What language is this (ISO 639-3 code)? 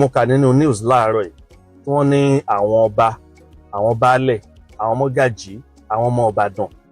yor